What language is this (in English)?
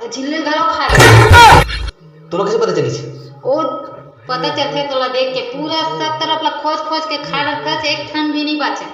Chhattisgarhi